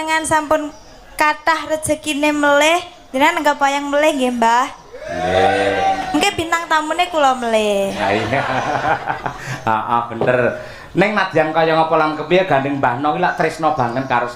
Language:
Javanese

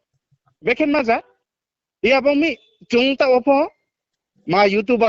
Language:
Riang (India)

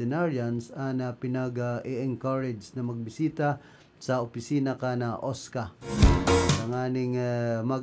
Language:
Bikol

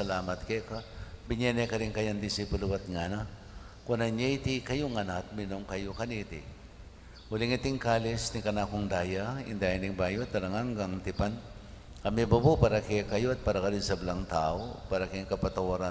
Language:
Pampanga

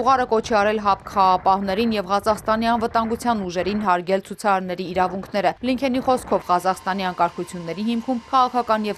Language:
Armenian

